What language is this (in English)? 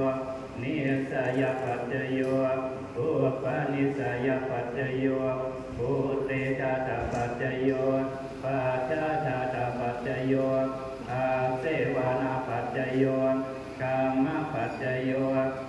Pali